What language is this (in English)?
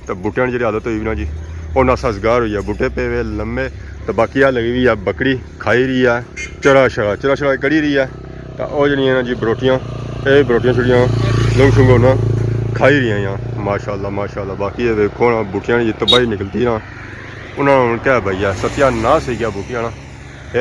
Pahari-Potwari